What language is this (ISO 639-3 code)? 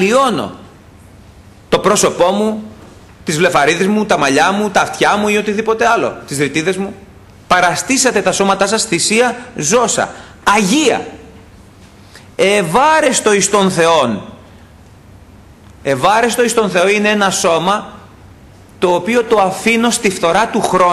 ell